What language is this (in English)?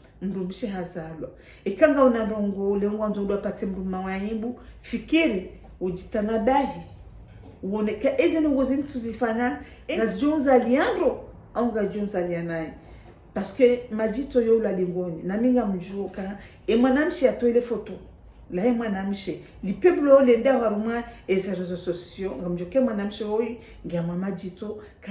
Ngazidja Comorian